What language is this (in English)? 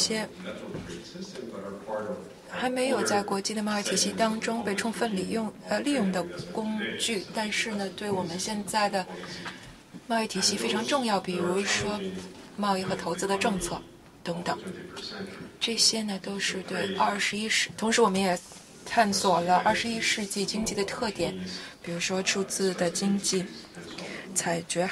Chinese